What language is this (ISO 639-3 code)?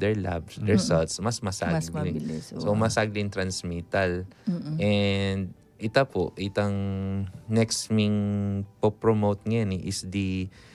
pam